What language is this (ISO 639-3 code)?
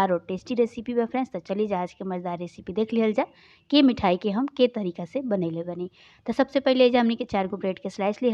bho